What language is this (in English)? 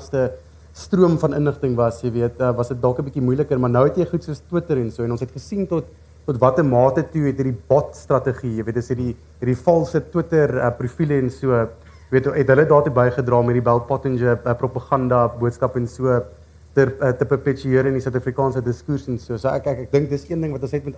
Afrikaans